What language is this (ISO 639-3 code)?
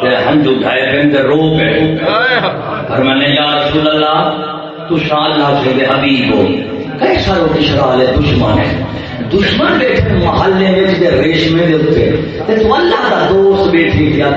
skr